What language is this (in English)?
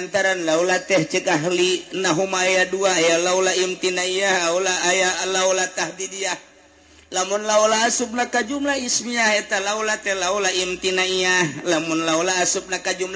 Sundanese